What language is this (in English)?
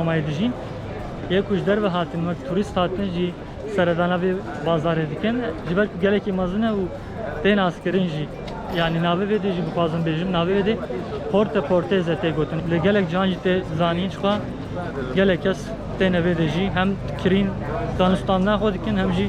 Kurdish